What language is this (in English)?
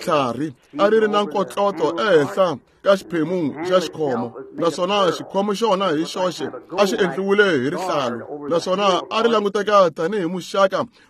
Tsonga